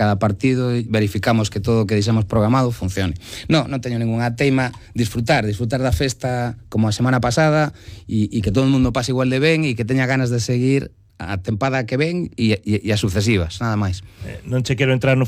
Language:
Galician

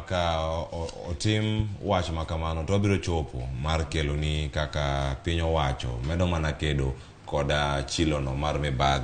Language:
Luo (Kenya and Tanzania)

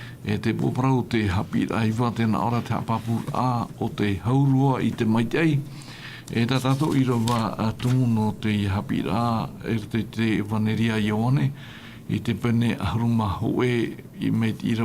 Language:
Tahitian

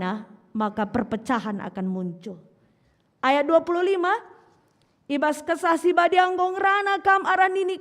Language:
Batak Karo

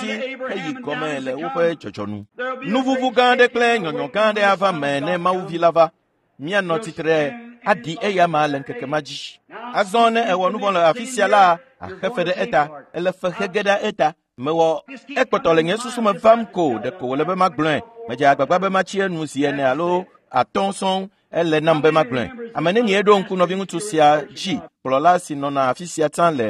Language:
Ewe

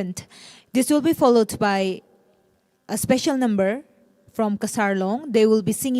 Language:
Tangkhul Naga (India)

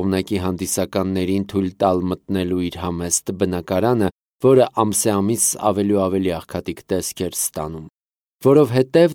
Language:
Armenian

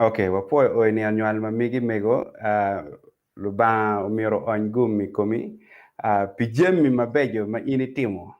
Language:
Acoli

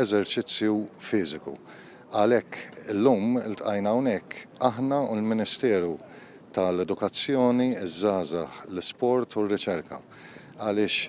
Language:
Maltese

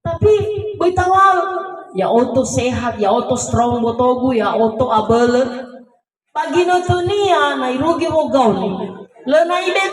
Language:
Nias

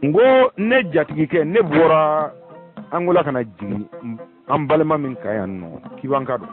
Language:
Bambara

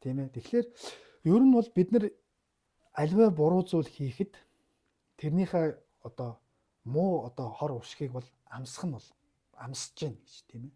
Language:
Mongolian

